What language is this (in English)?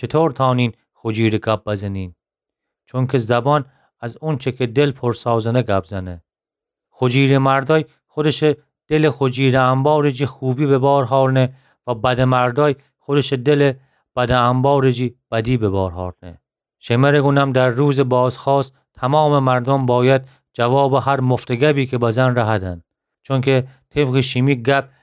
Gilaki